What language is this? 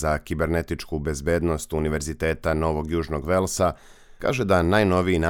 Serbian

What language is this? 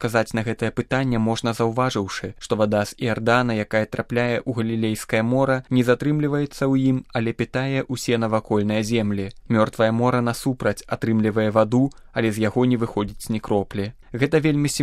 Belarusian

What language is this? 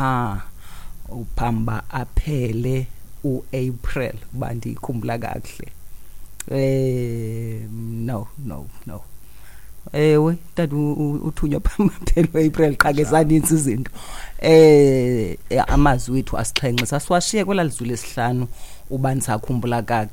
Xhosa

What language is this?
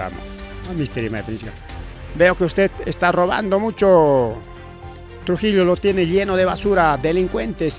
Ayacucho Quechua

